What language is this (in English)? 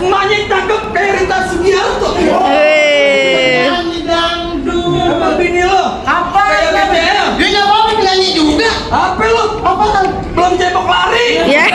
Betawi